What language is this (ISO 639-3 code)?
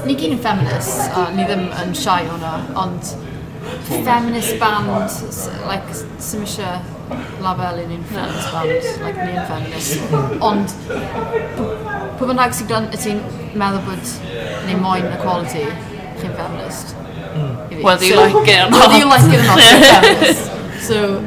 cym